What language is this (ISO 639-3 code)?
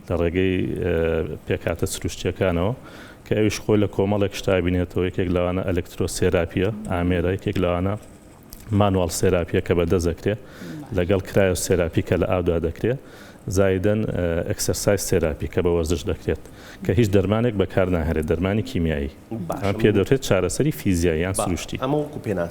ckb